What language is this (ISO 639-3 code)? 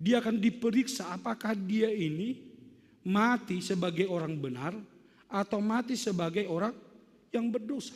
bts